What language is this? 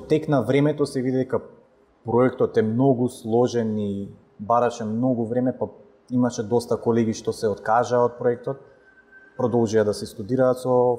Macedonian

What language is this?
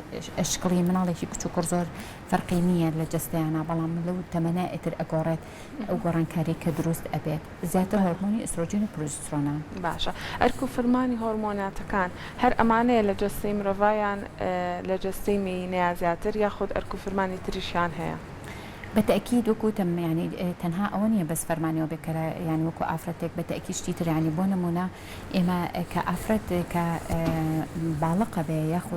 Central Kurdish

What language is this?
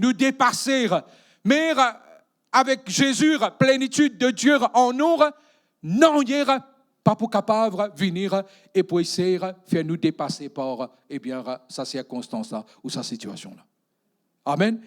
Morisyen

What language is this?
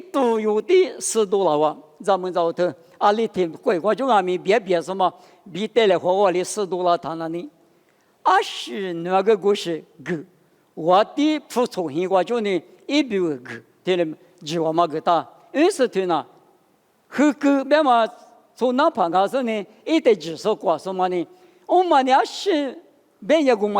Lisu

